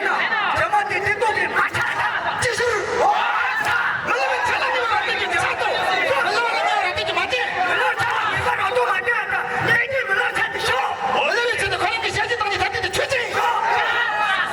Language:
Tibetan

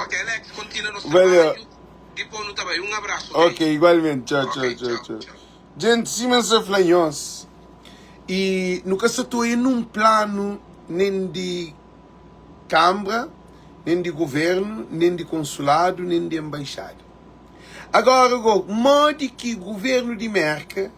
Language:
Kabuverdianu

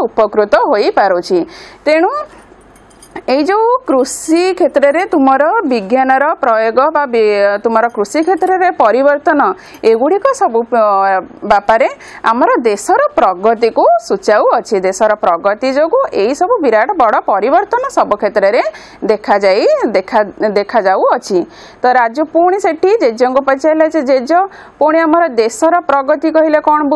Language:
Odia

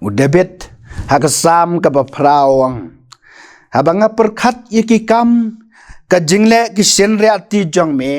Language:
Khasi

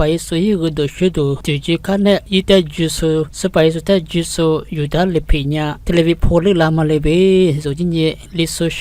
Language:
Lisu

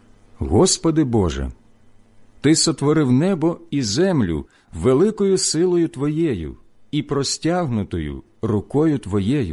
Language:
Ukrainian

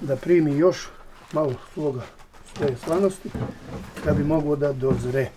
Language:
Bosnian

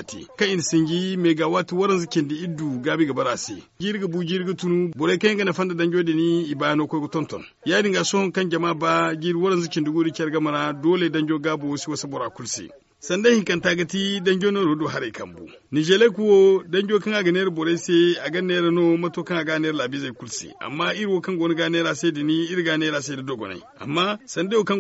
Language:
Zarma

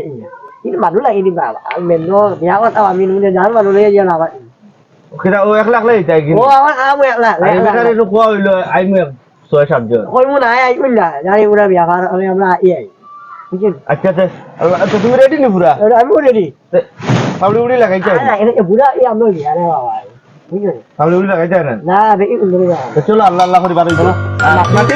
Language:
Sylheti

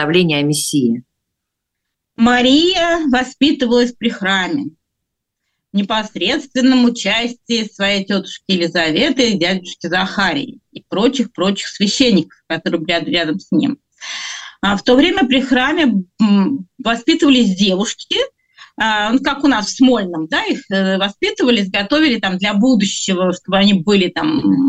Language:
Russian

